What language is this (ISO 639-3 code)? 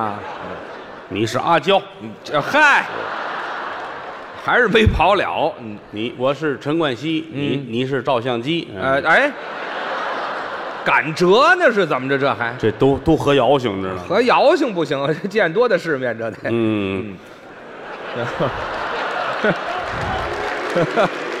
zho